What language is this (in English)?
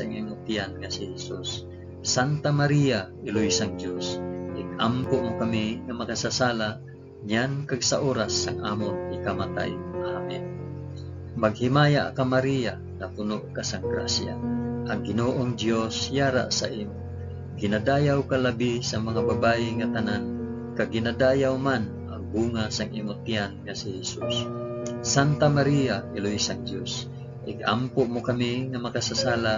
Hiligaynon